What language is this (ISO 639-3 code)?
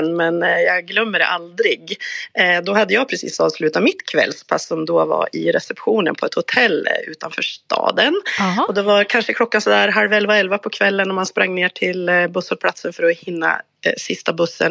swe